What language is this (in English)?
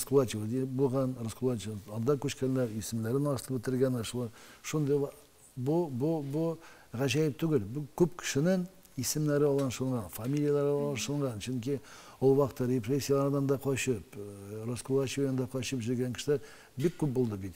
Tatar